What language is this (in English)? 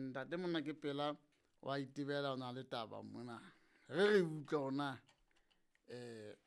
Southern Sotho